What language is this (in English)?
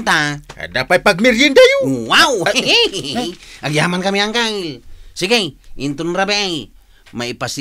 Iloko